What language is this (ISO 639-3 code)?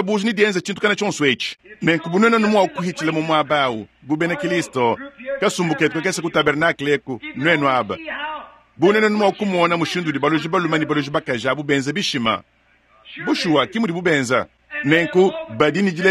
lua